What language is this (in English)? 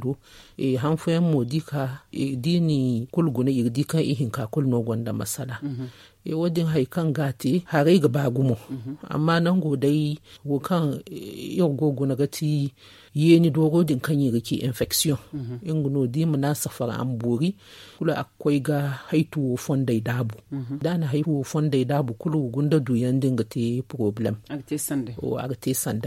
Zarma